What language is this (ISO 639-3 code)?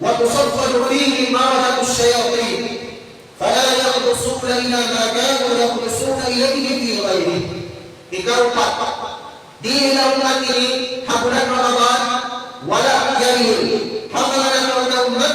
tsg